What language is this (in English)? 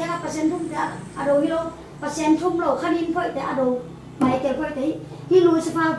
Tedim Chin